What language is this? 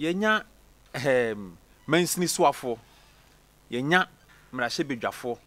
Akan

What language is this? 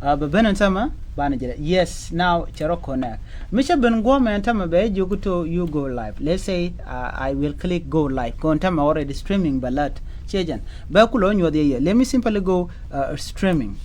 Nuer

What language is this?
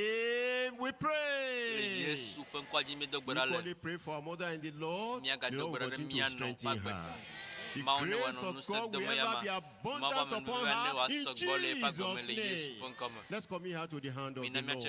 Ewe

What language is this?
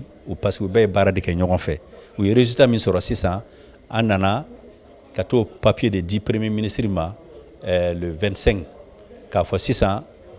Bambara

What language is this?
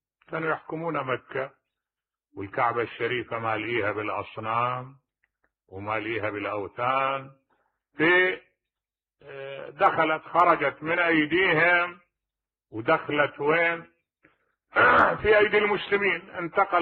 Mesopotamian Arabic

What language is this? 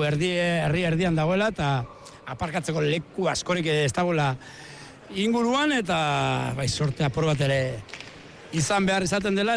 Basque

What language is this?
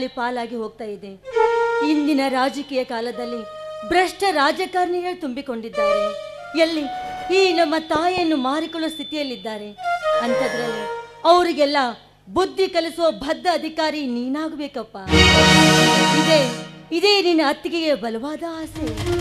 Kannada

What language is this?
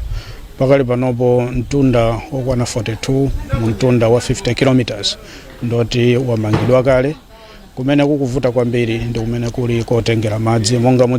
Nyanja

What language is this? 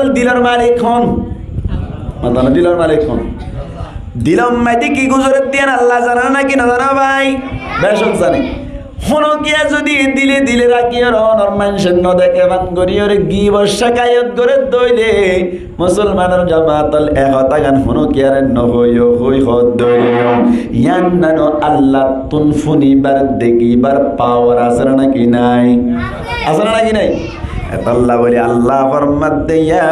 Rohingya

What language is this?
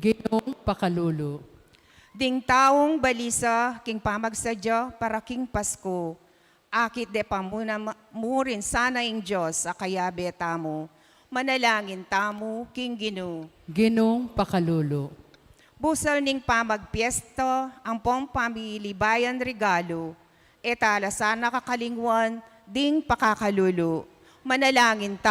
Pampanga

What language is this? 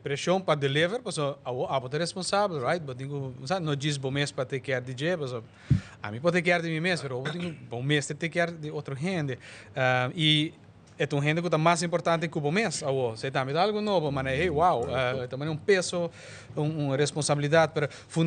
Papiamento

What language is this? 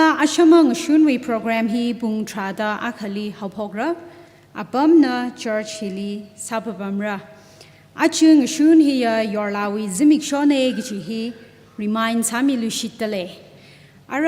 Tangkhul Naga (India)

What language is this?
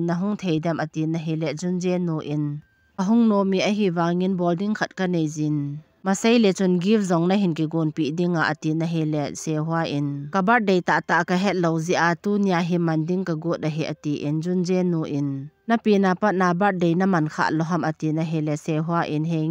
Thado Chin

